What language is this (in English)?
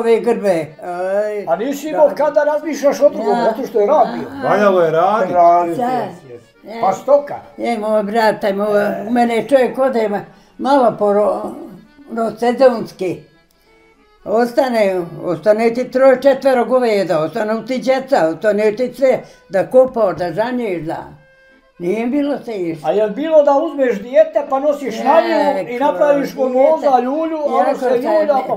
Bosnian